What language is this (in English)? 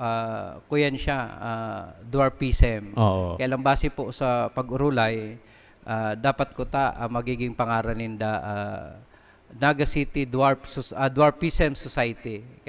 Bikol